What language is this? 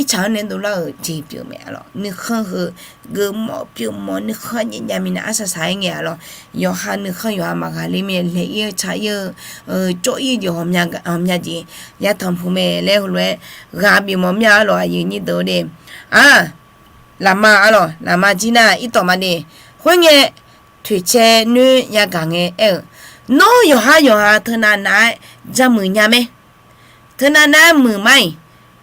Akha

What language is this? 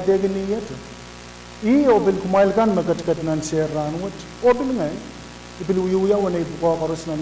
Pohnpeian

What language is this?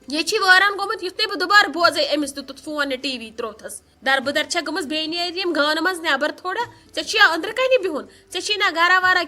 Kashmiri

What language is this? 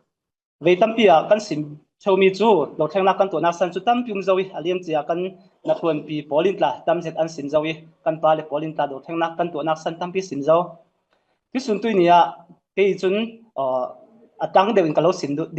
Falam Chin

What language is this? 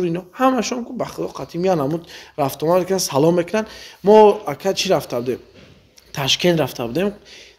Tajik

